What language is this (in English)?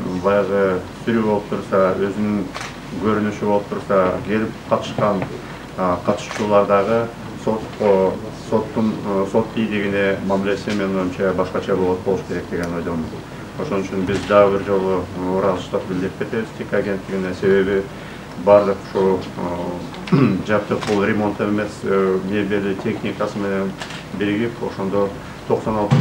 Kyrgyz